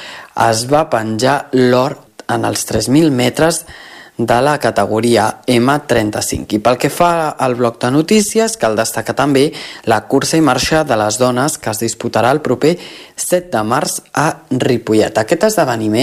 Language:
Catalan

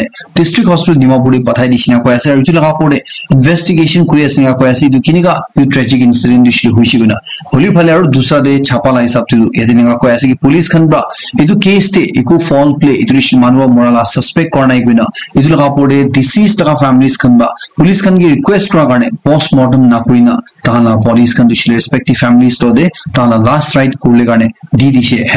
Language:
Naga Pidgin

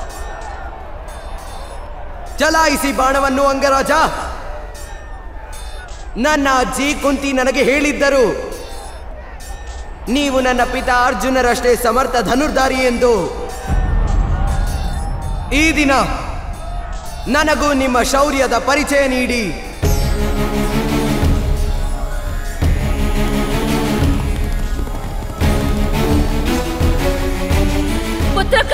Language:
Kannada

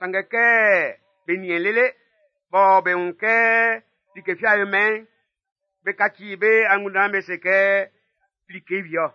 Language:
Baoulé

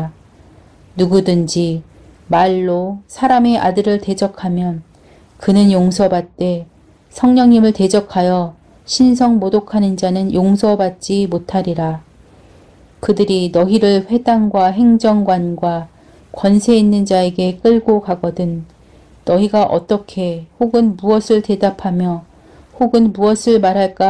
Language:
Korean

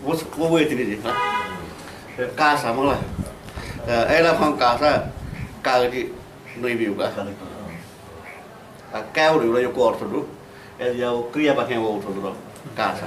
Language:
Newari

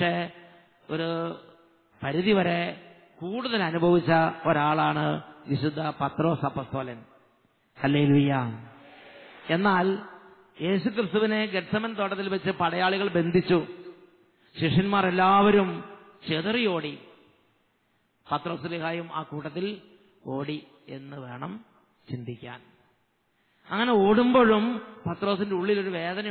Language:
Malayalam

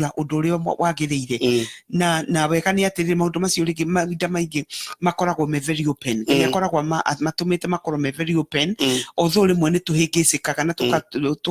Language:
Kikuyu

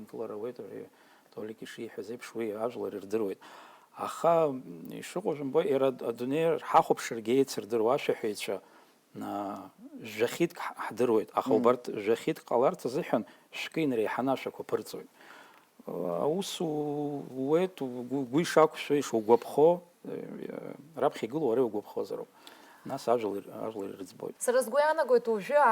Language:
Abkhazian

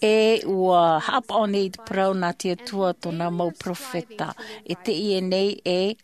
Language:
Tahitian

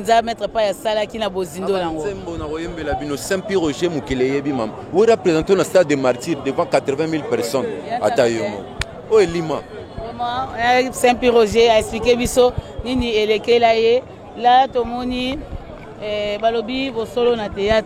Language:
Lingala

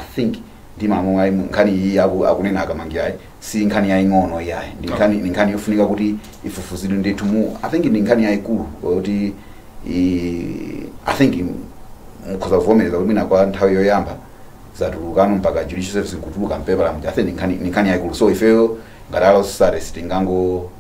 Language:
Nyanja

